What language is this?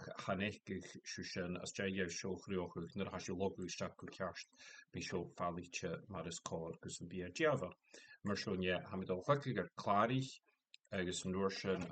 Scottish Gaelic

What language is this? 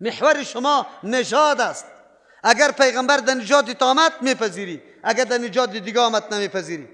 Persian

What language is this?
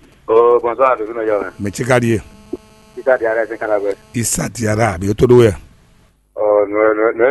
Fon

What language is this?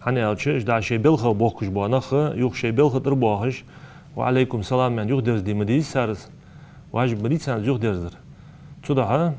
Ingush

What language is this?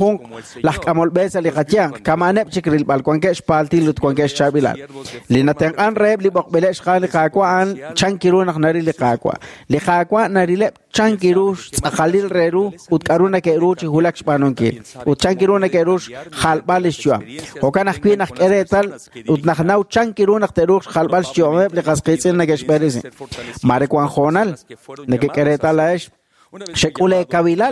Kekchí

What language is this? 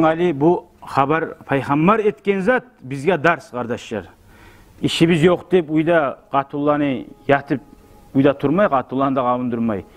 Kumyk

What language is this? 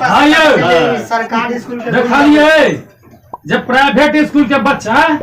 Maithili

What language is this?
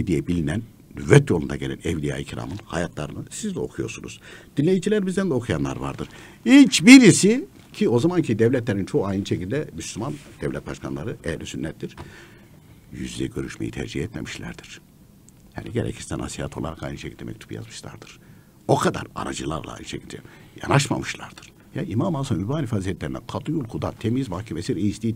Turkish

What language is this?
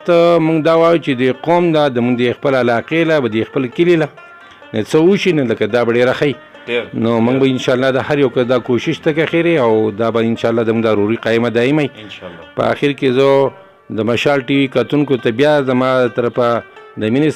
Pashto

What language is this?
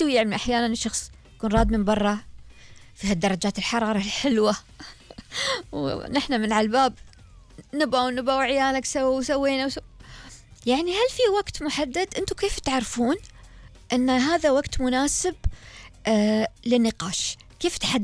Gulf Arabic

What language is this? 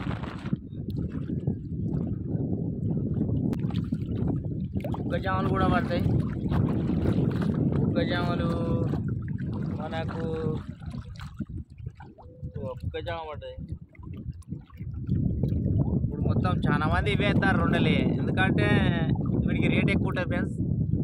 Telugu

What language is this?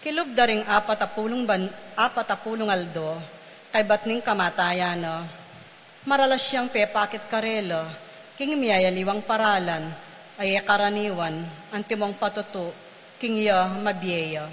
Pampanga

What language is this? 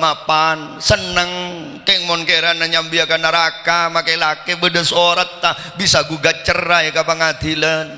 Madurese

